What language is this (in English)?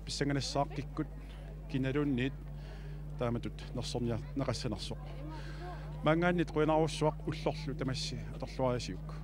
Kalaallisut